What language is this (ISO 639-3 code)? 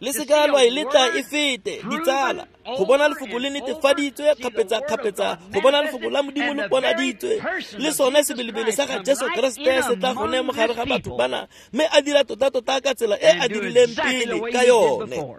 tsn